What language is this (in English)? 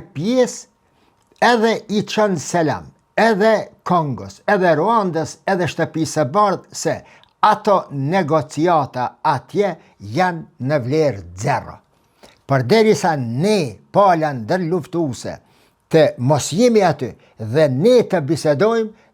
Albanian